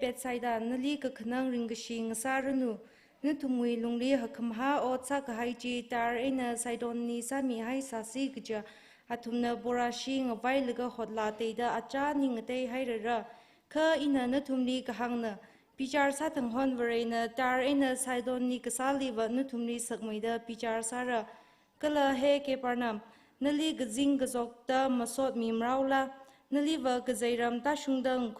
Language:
Tangkhul Naga (India)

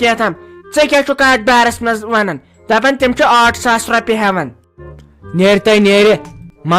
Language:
Kashmiri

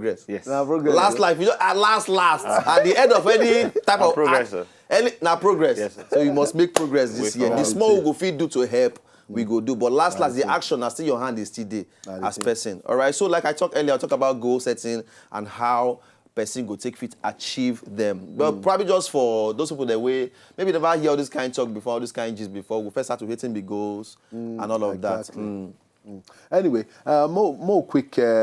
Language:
Nigerian Pidgin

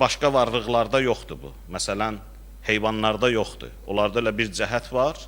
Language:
Azerbaijani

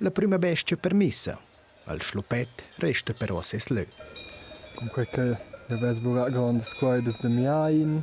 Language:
Romansh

